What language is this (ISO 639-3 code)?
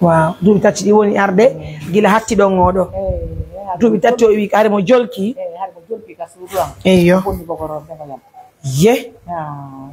fuf